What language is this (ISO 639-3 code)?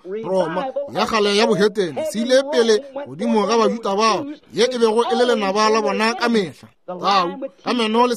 nso